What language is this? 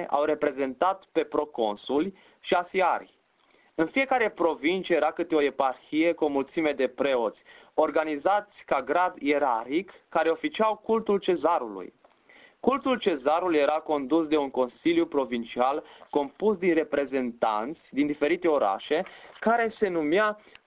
Romanian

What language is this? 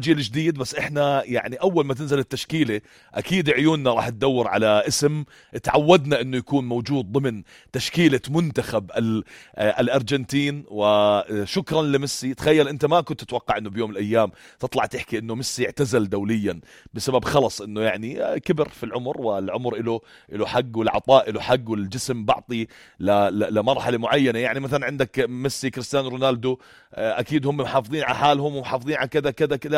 North Levantine Arabic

